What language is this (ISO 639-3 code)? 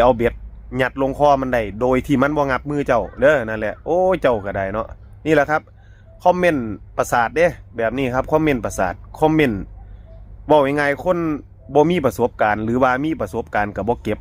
tts